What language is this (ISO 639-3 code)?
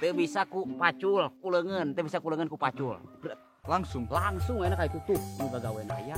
sun